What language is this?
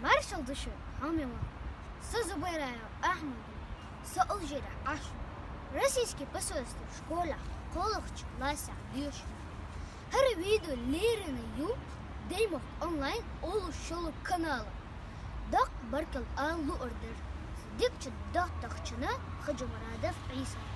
Chechen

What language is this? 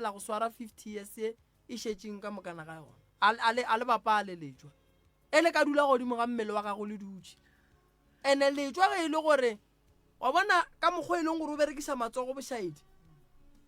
Northern Sotho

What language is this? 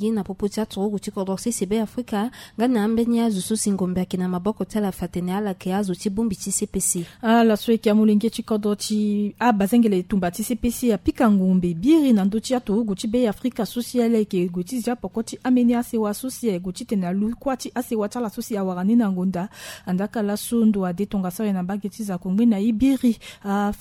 Sango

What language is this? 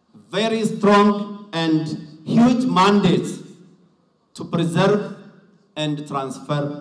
Sidamo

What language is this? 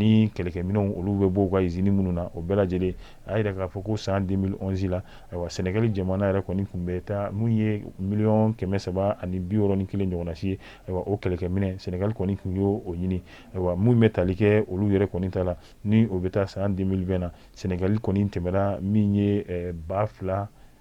Bambara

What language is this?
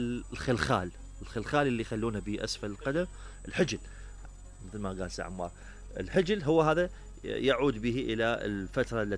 Mesopotamian Arabic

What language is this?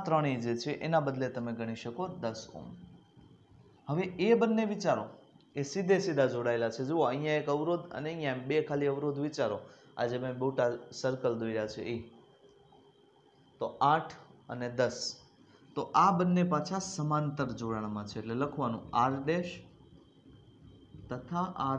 Gujarati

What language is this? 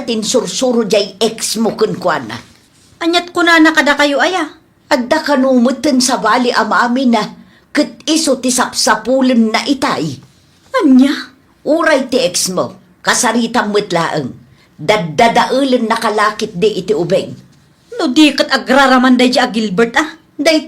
Iloko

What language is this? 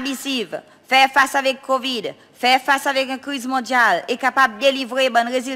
Seselwa Creole French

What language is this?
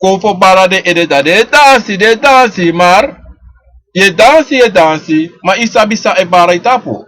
Sranan Tongo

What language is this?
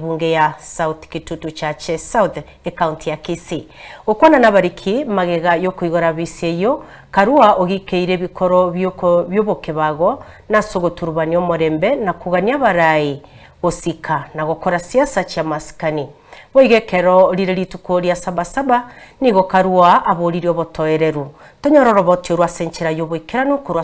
Gusii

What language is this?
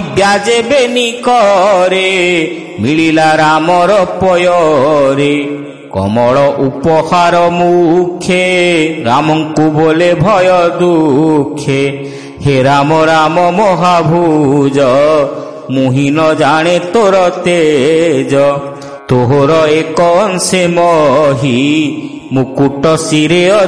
Odia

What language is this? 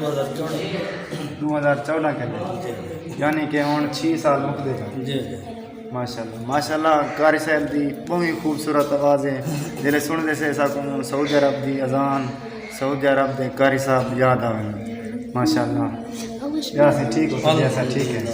Saraiki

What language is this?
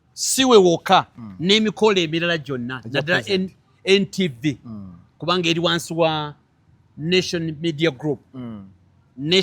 Ganda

